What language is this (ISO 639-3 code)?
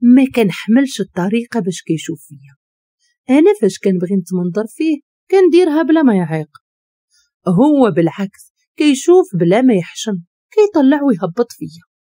ary